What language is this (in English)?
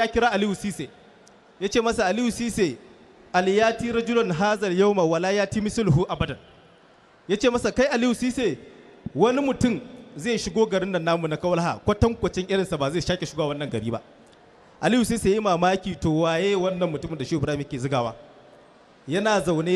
Hausa